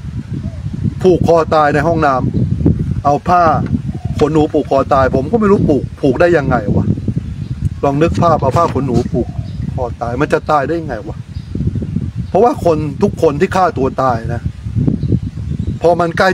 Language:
Thai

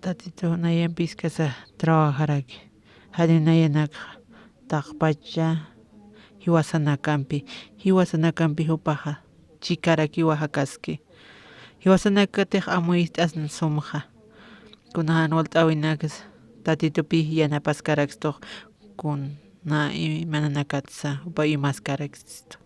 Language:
Aymara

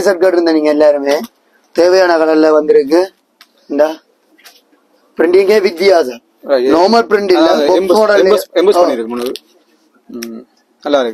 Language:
Tamil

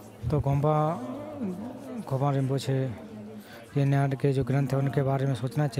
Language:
Hindi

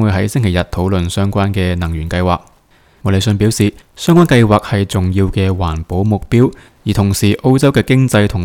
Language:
Cantonese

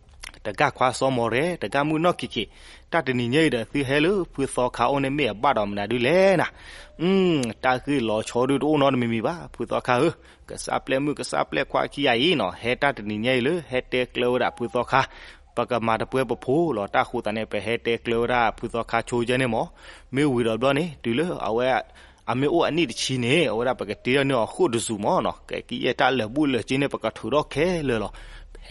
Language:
S'gaw Karen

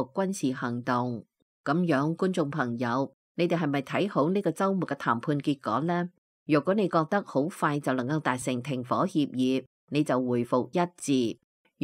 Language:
Cantonese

